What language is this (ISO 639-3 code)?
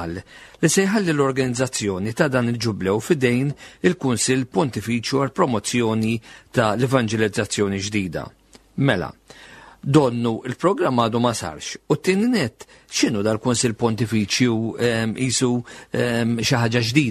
mlt